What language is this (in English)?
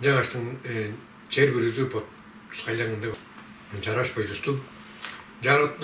Tuvinian